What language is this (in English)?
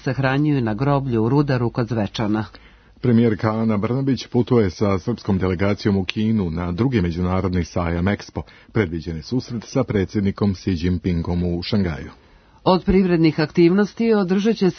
Serbian